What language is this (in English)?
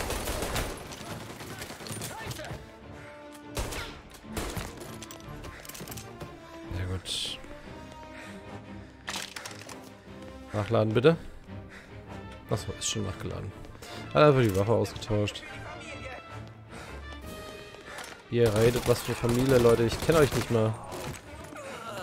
German